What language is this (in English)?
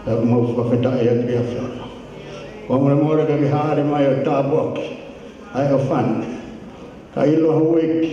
Tongan